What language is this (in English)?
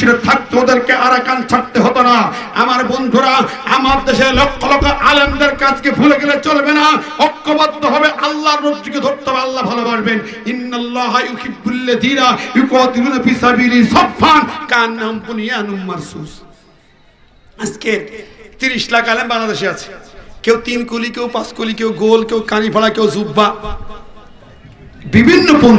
Bangla